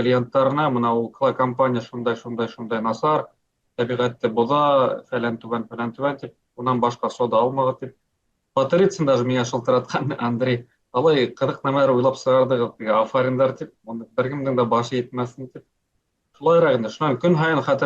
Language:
Bashkir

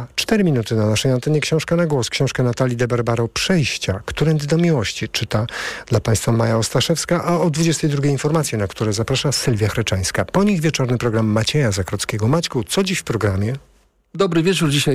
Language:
Polish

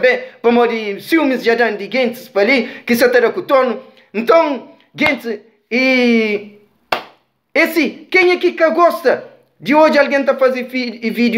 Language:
Kabuverdianu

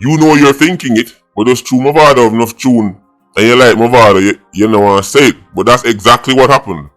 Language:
Jamaican Creole English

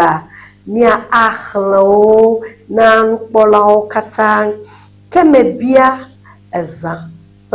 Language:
Ewe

